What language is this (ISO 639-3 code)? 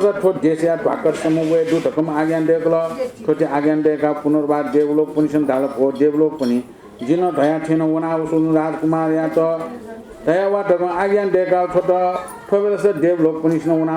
new